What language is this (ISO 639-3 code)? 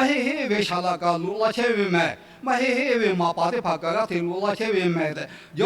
lhu